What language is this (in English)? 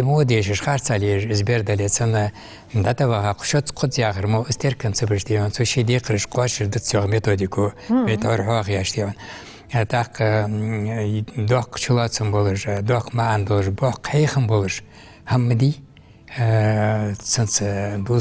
Ingush